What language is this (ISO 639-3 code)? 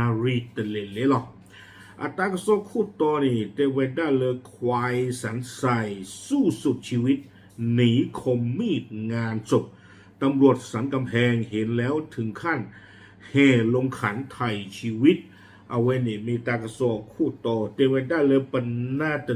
ksw